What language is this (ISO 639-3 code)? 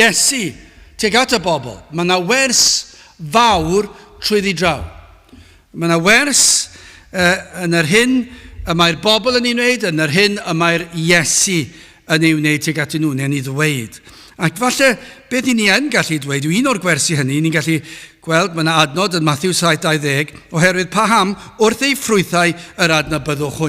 cym